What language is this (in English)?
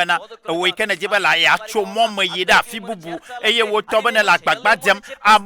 Ewe